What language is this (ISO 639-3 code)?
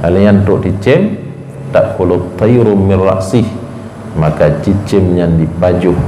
ace